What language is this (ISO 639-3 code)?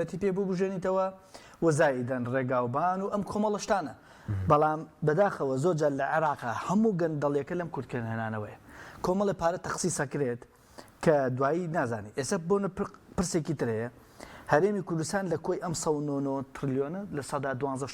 ckb